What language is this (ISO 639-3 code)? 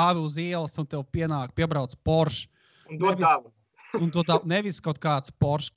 lav